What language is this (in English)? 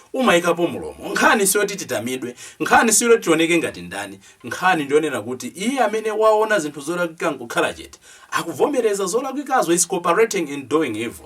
Nyanja